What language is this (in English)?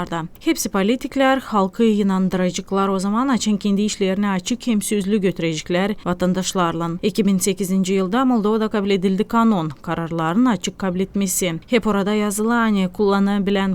Gagauz